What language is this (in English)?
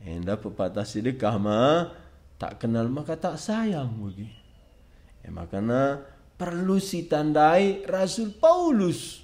Batak Karo